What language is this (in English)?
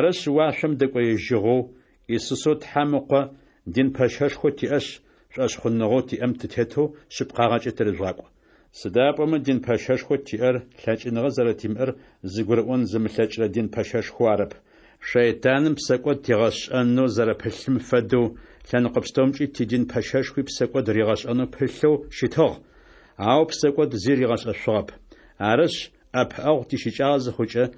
Adyghe